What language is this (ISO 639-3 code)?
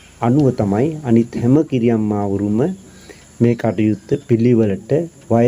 sin